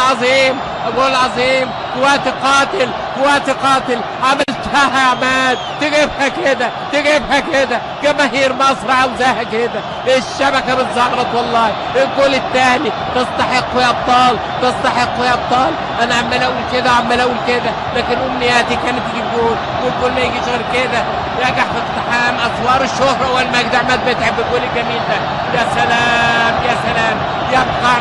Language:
Egyptian Arabic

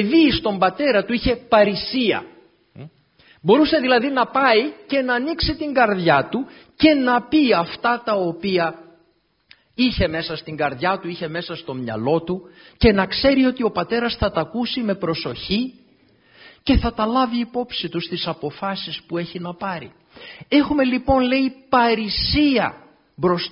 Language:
Greek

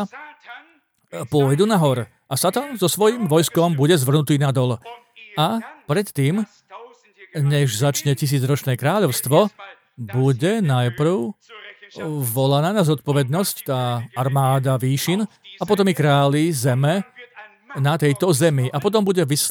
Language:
Slovak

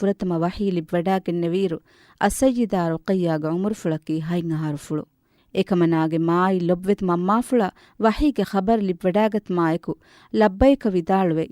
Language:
Divehi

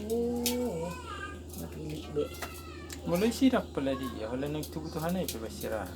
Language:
Batak Toba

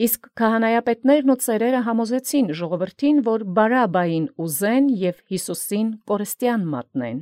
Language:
Armenian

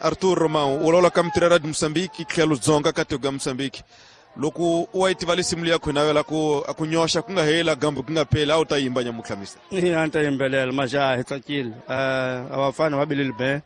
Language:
Tsonga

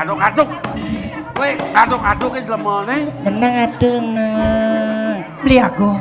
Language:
Balinese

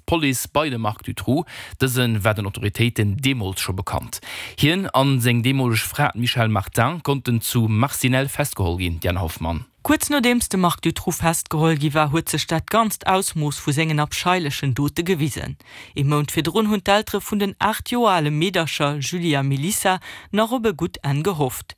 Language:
Luxembourgish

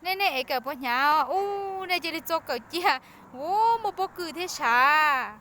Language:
Hmong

